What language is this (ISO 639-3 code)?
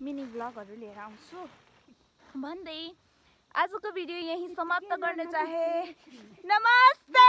nep